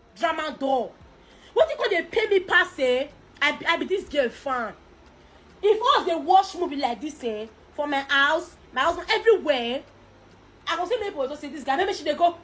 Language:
Nigerian Pidgin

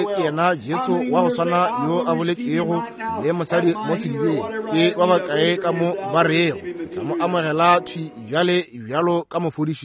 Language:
Northern Sotho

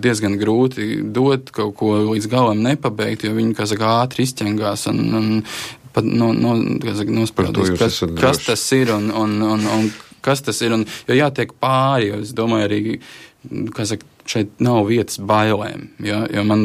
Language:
Latvian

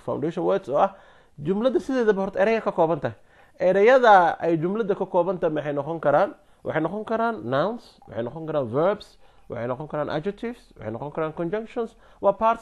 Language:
Somali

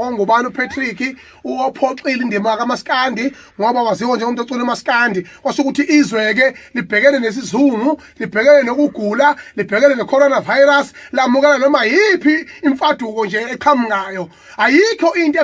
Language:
Zulu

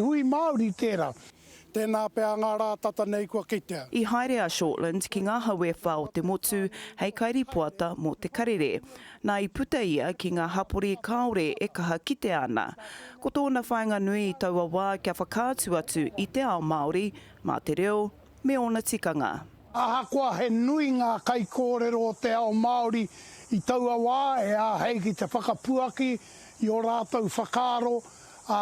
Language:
Māori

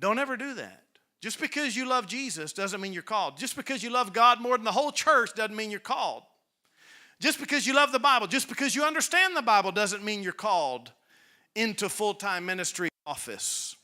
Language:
English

